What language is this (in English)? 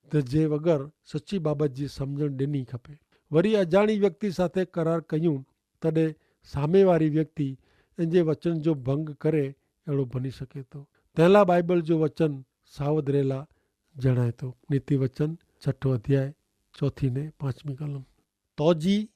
Kachhi